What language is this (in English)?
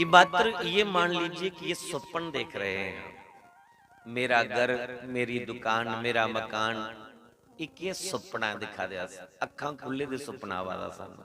Dogri